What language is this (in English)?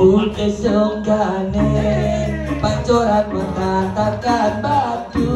Balinese